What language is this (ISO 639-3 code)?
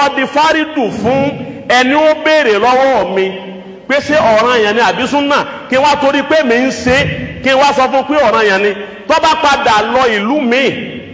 yor